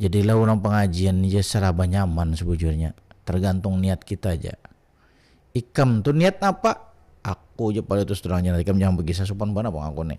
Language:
Banjar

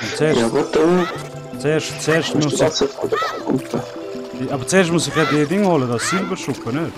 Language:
Swiss German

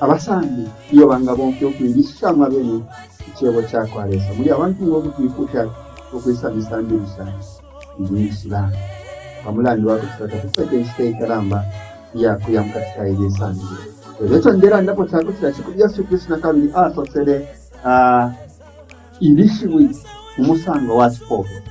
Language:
Bemba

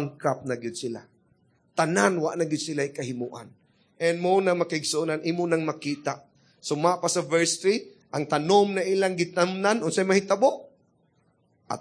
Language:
Cebuano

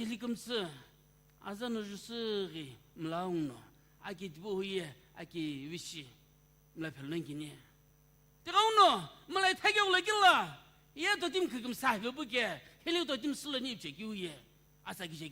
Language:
Sumi Naga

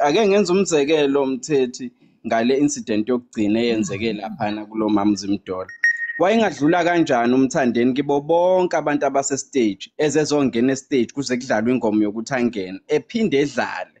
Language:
Zulu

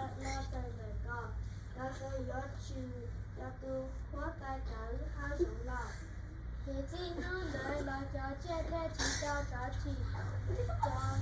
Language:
Hmong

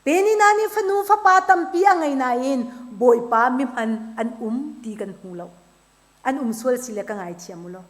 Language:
Hakha Chin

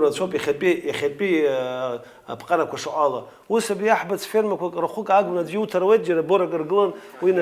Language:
Abkhazian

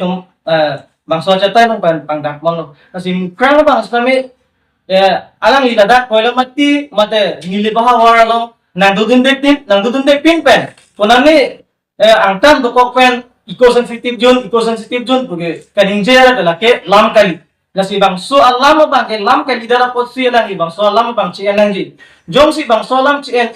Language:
Karbi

